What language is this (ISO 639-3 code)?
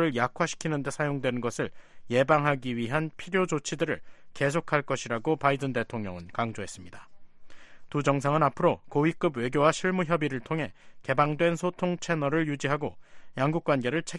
kor